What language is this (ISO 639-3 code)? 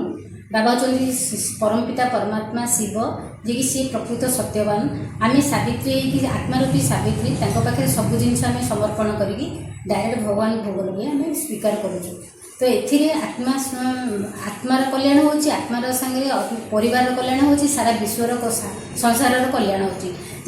ori